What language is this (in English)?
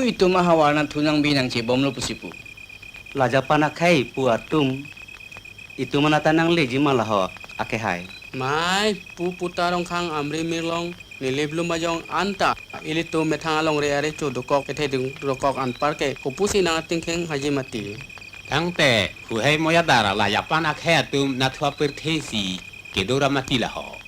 Karbi